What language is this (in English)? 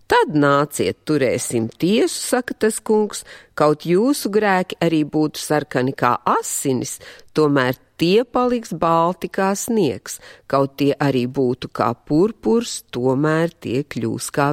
Latvian